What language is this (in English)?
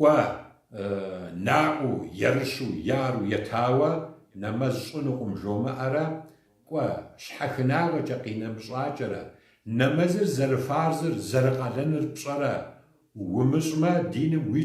Kabardian